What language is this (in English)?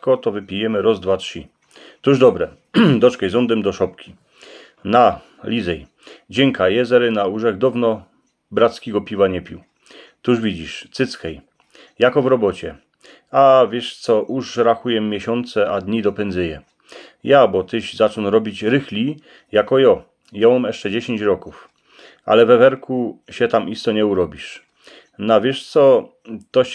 Silesian